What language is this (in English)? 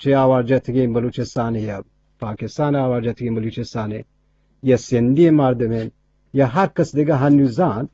Eastern Balochi